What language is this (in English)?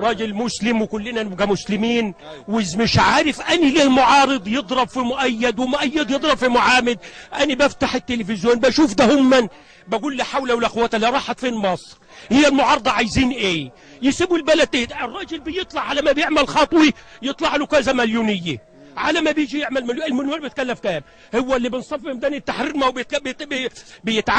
Egyptian Arabic